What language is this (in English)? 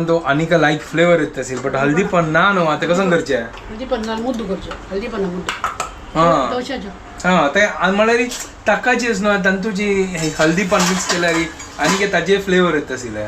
Konkani